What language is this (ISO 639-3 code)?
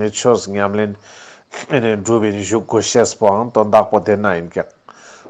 lbj